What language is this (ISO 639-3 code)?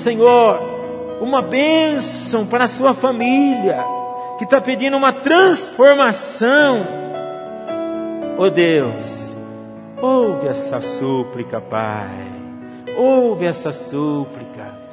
por